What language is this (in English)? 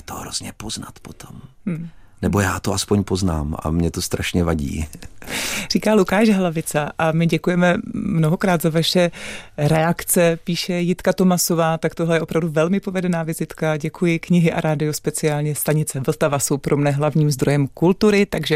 Czech